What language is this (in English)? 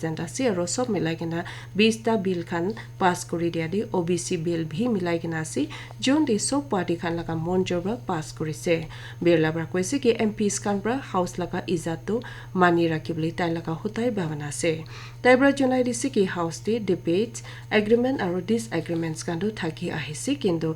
Naga Pidgin